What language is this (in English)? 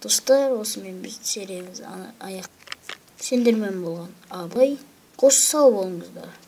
Kazakh